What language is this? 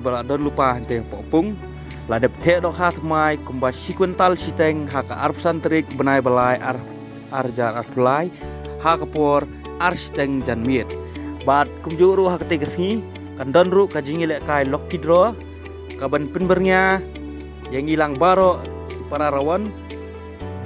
Khasi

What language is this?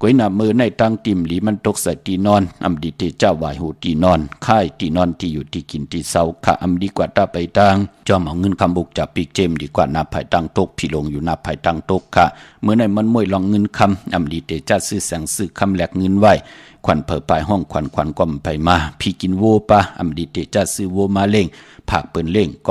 Shan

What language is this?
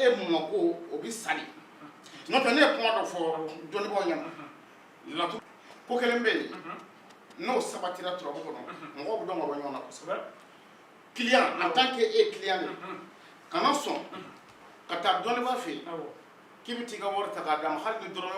Bambara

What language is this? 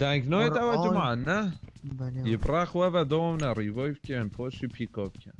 Kurdish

